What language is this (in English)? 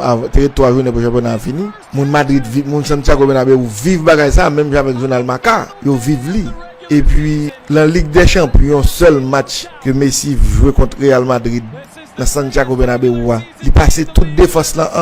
Haitian Creole